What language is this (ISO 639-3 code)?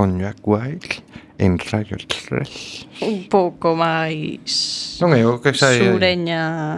glg